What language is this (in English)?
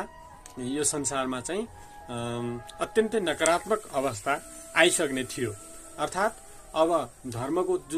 Nepali